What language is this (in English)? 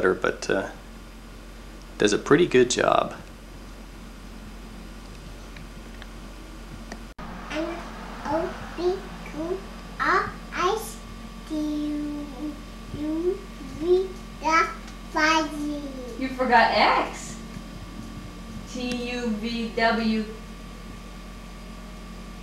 English